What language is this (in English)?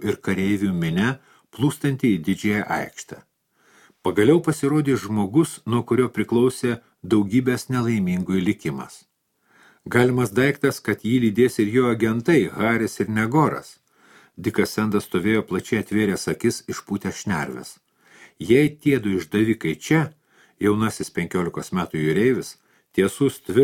Lithuanian